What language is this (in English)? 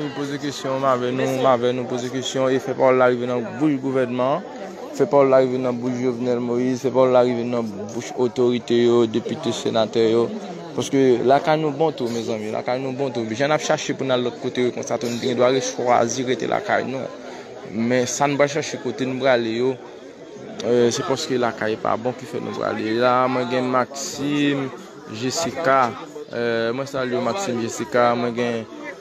Haitian Creole